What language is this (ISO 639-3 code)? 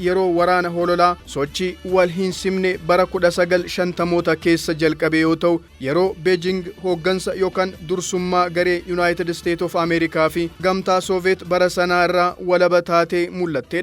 orm